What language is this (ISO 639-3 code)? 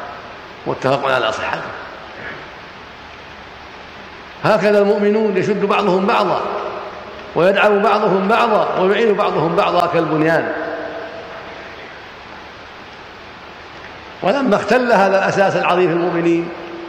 ara